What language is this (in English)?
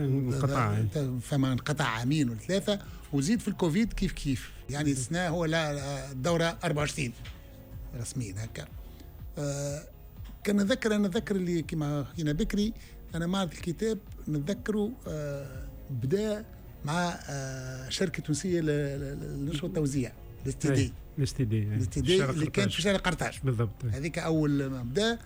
Tunisian Arabic